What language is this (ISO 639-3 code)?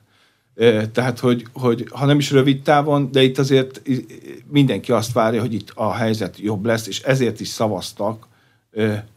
hun